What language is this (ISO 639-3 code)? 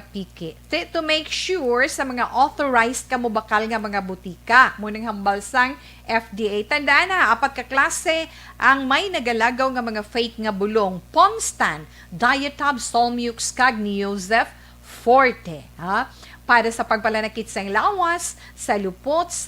hil